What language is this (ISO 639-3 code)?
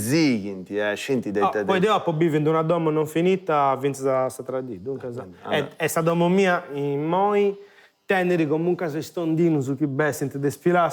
srd